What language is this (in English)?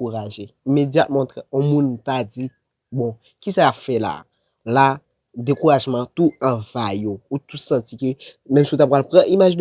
Haitian Creole